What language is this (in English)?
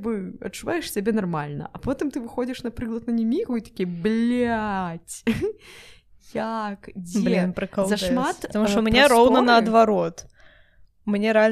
Belarusian